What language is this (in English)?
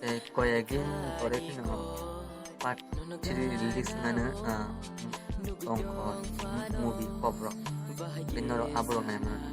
Kok Borok